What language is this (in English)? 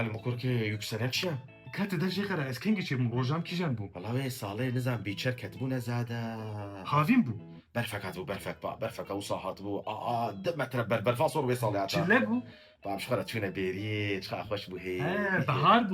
Kurdish